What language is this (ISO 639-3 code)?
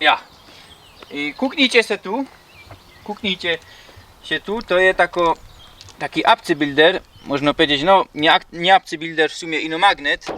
szl